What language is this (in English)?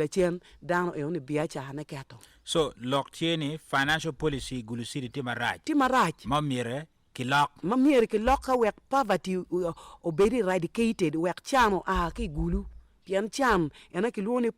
Acoli